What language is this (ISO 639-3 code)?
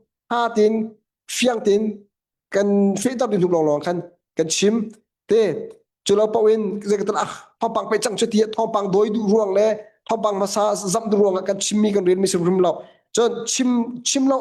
cnh